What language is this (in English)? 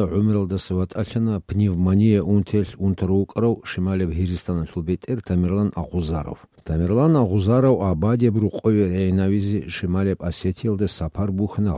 Avaric